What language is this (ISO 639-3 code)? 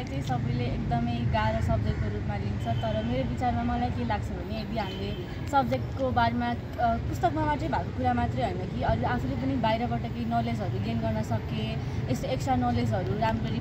nep